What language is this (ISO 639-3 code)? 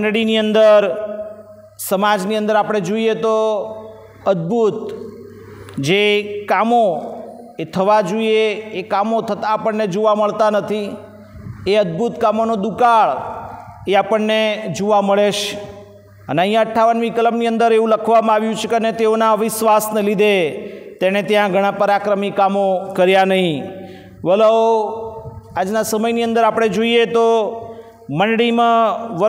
guj